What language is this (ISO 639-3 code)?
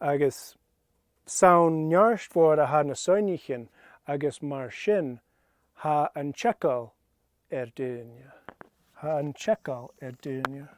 gla